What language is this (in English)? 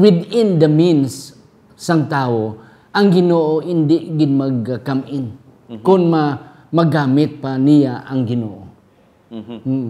Hiligaynon